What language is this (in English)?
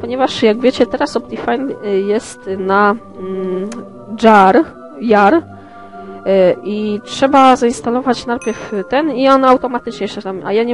Polish